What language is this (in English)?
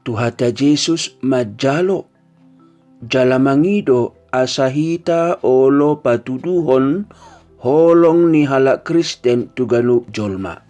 Batak Toba